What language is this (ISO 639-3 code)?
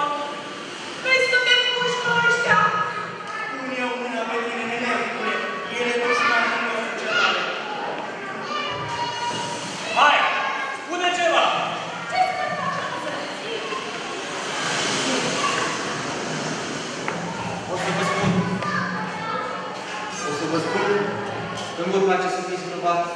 ron